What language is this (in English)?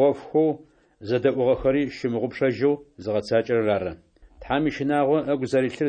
Adyghe